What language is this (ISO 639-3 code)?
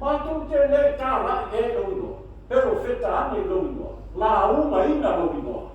smo